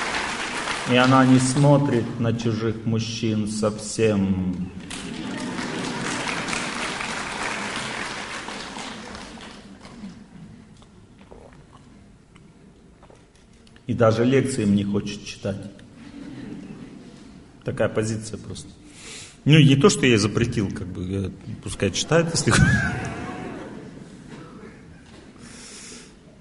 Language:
Russian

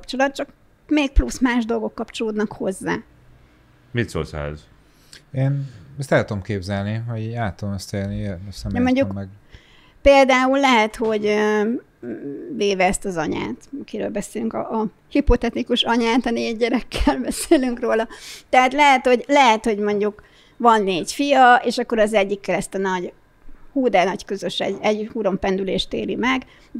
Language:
Hungarian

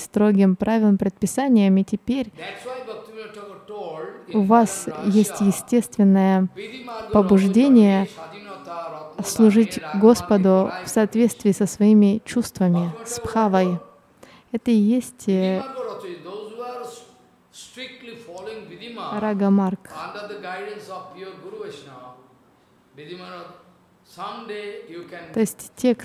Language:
Russian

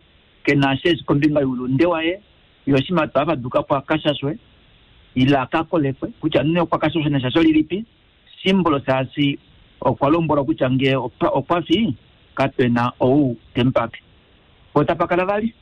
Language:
Kuanyama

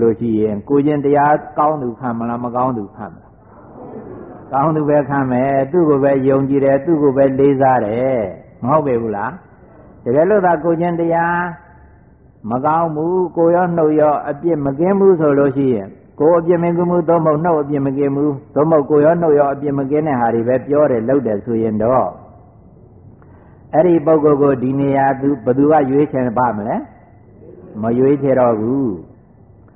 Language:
Burmese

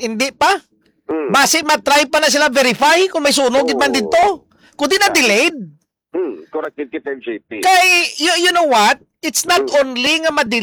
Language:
Hiligaynon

